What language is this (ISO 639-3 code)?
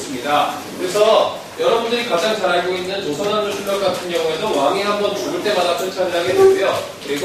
kor